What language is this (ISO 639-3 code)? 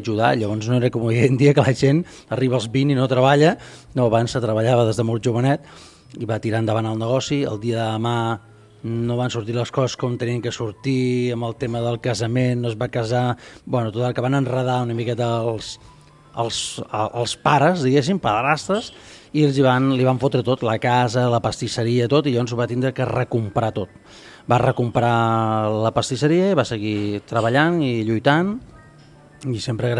cat